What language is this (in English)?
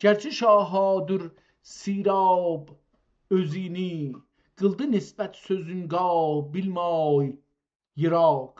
South Azerbaijani